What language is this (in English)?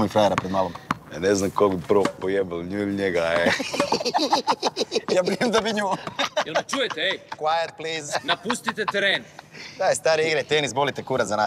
Croatian